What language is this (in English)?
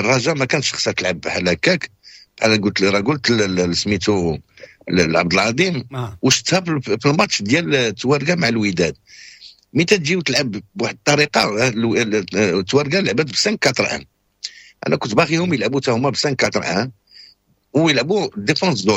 Moroccan Arabic